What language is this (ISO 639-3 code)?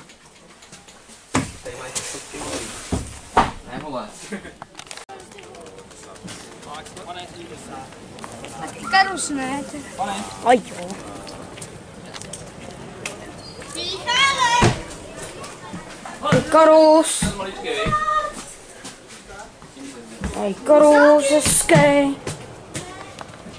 ces